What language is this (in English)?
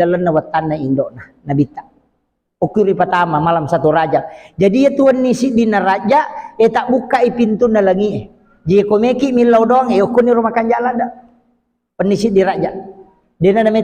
Buginese